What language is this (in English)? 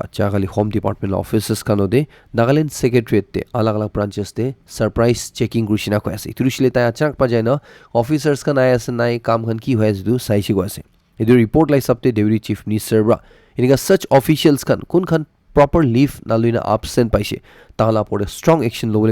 Naga Pidgin